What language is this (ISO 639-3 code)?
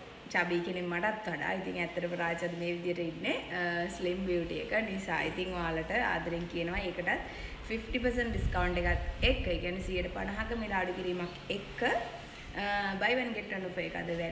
sin